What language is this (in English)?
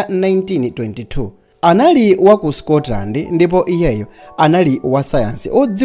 Nyanja